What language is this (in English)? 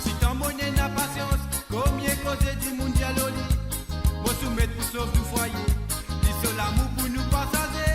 Morisyen